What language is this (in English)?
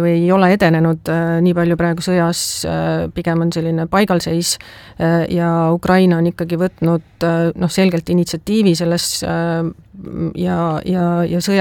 Estonian